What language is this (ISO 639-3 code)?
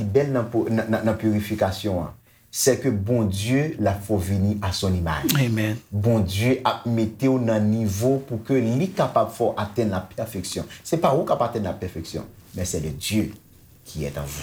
hat